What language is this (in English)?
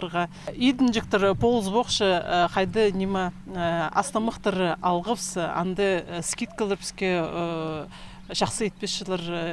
Khakas